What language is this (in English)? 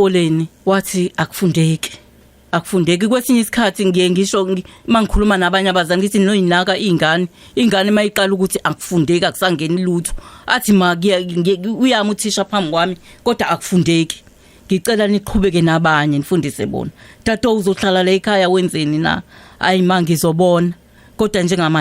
Zulu